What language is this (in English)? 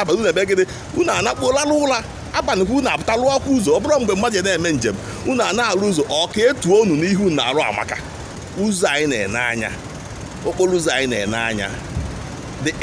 Igbo